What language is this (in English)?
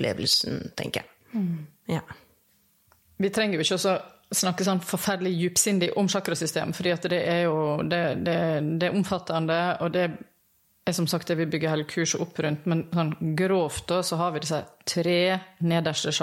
Norwegian